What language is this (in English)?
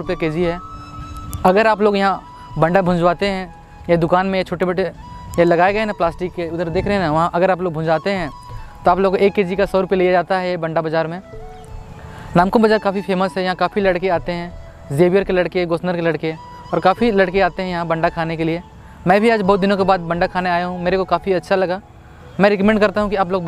Hindi